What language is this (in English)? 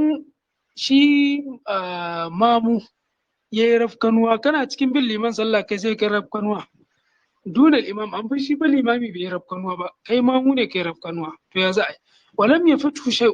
Hausa